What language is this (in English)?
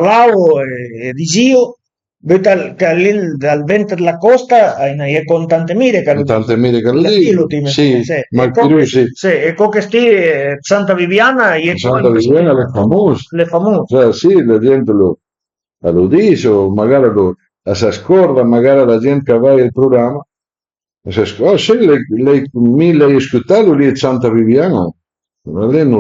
Piedmontese